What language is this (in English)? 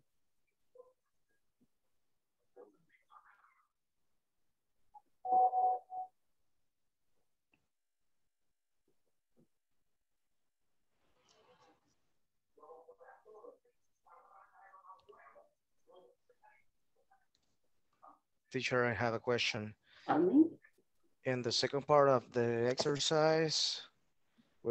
English